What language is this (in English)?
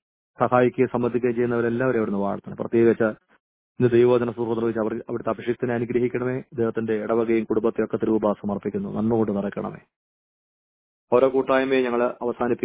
Malayalam